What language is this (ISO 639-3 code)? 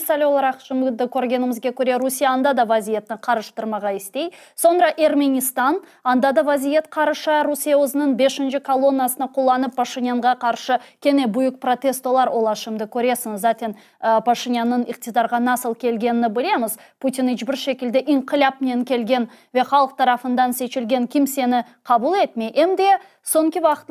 crh